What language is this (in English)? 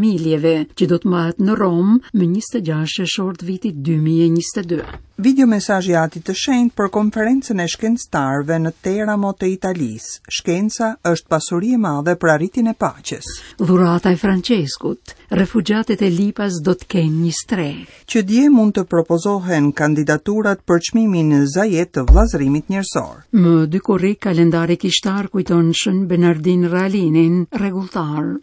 Albanian